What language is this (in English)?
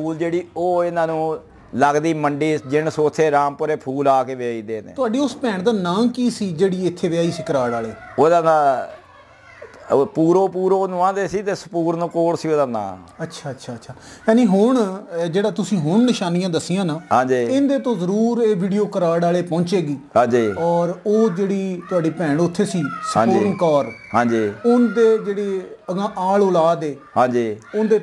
Punjabi